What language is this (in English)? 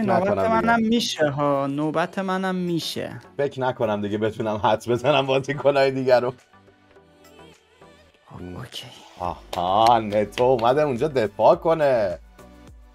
Persian